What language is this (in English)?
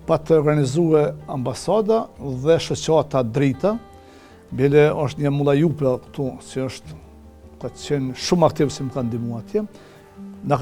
Albanian